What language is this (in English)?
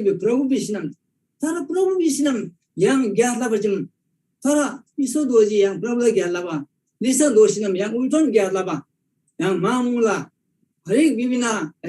Eastern Tamang